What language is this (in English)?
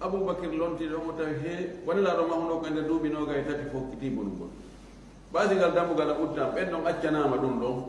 Fula